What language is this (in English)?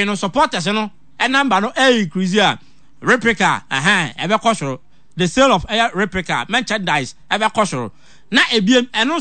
Akan